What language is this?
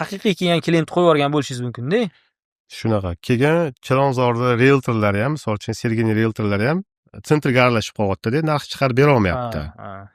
Uzbek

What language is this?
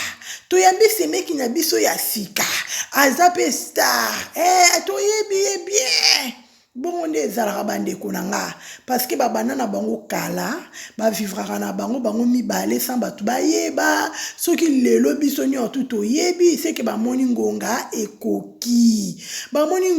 Lingala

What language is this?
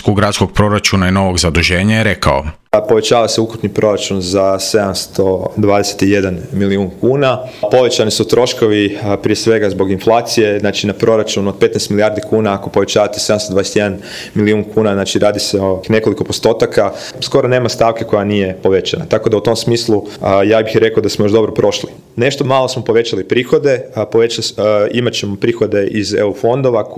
Croatian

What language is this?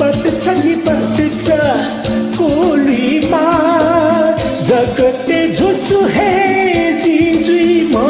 Newari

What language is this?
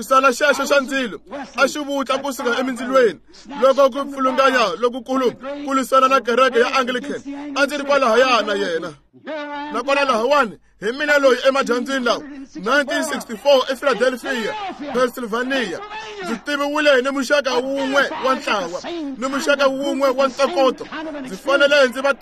Tsonga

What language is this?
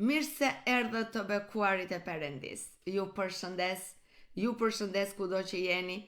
Albanian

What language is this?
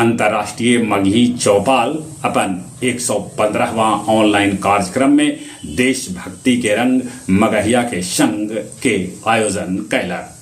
Magahi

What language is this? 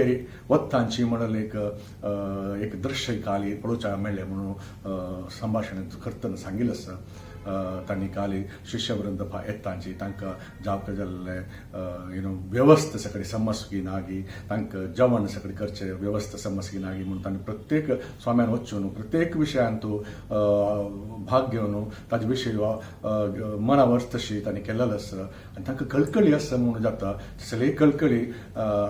Konkani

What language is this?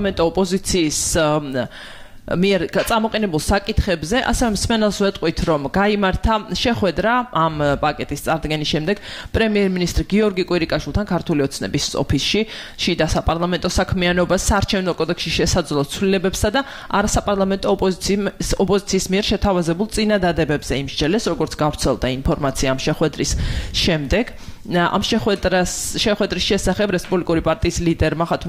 Georgian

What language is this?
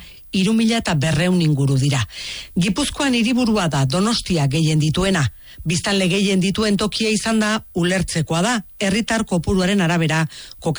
Basque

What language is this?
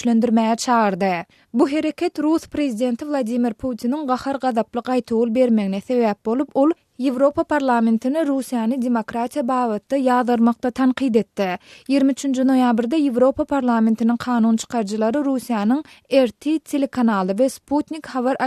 Turkmen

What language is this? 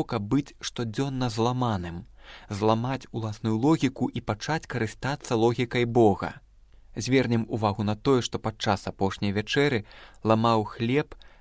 Belarusian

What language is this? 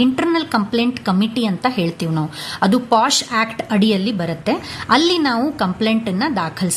Kannada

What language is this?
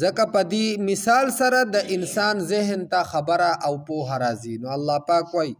Pashto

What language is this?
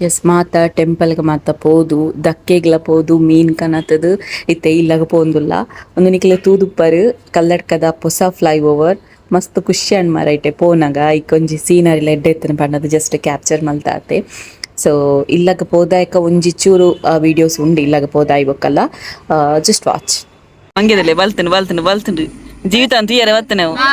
Tulu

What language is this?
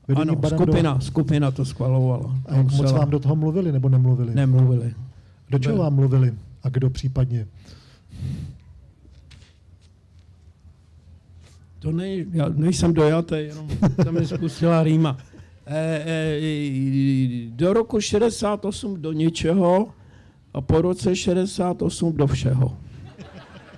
Czech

